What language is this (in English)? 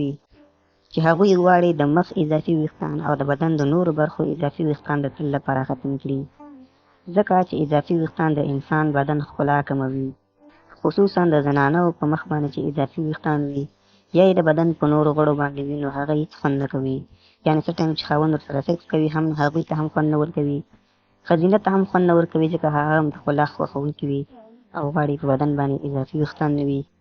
Pashto